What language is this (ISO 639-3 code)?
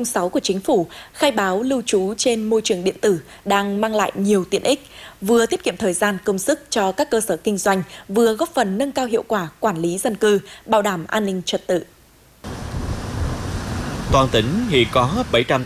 vie